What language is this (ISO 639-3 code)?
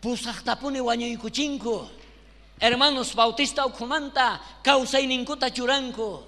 quh